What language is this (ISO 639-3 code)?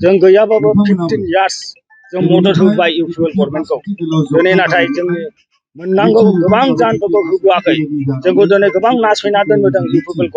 brx